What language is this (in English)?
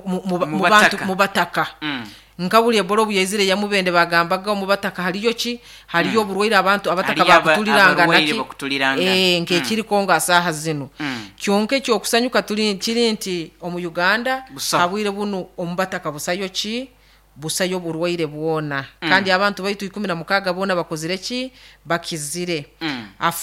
Nyoro